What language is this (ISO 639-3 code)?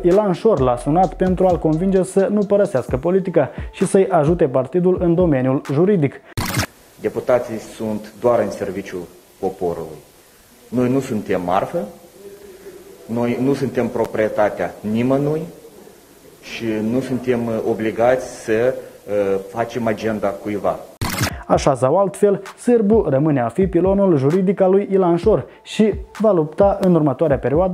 ron